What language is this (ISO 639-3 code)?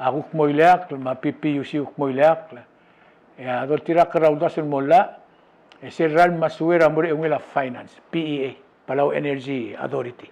pau